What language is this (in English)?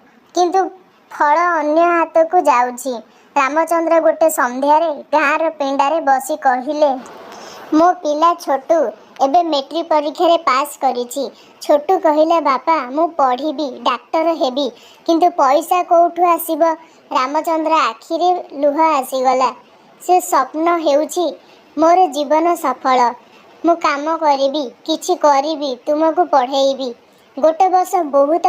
Odia